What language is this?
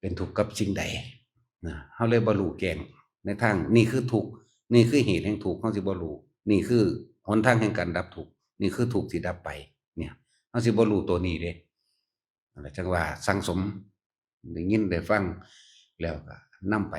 Northeastern Thai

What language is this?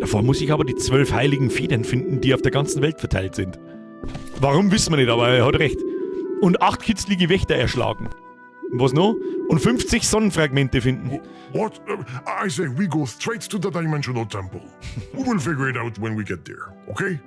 Bavarian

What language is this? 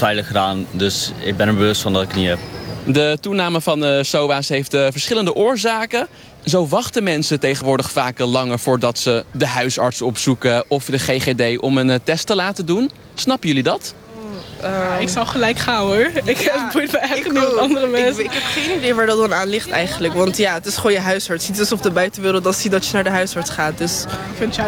Dutch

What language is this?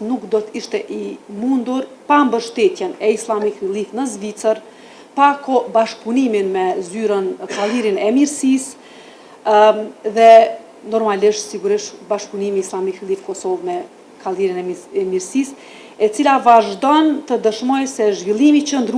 Albanian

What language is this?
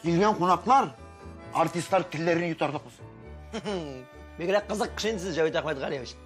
Tatar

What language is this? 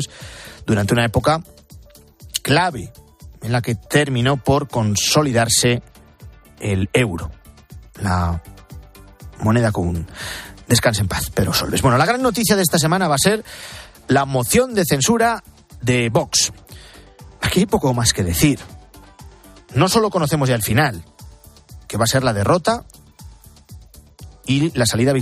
Spanish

